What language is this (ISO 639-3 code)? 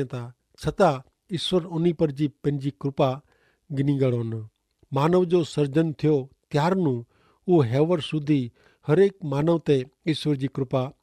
kfr